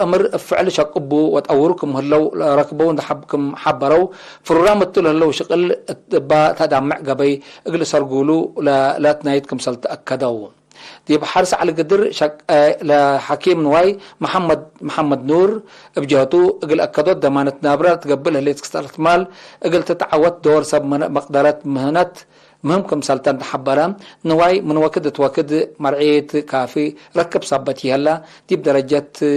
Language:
Tigre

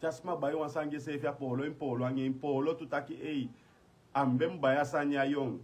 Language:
Sranan Tongo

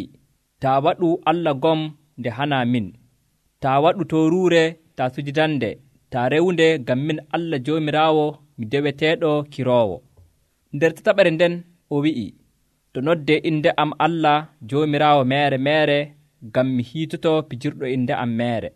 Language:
Nigerian Fulfulde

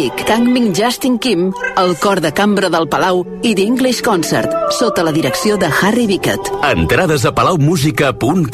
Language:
Catalan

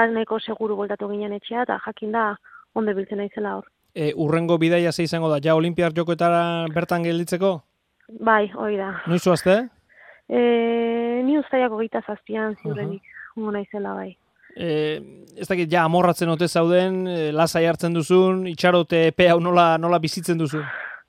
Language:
Basque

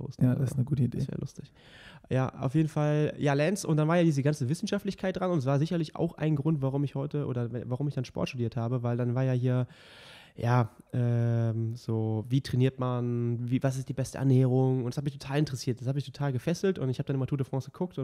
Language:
German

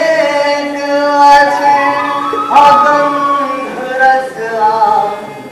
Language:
Maithili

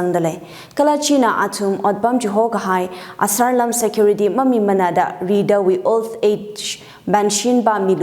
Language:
Tangkhul Naga (India)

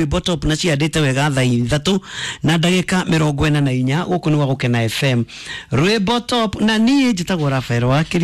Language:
Kikuyu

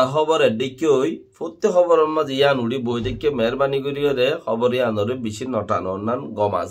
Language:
Rohingya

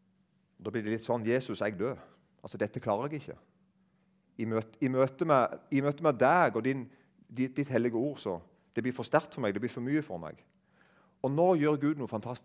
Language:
Norwegian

